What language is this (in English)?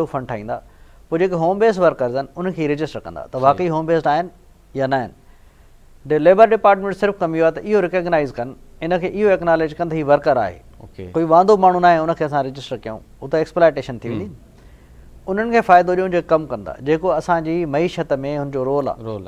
Sindhi